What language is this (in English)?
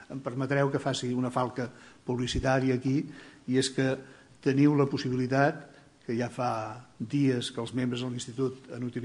Catalan